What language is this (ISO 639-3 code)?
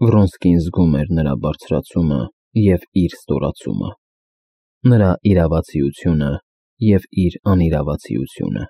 hye